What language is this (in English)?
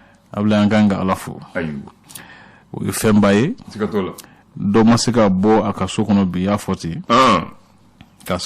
Bambara